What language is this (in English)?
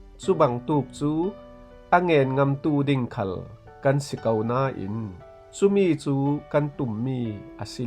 Falam Chin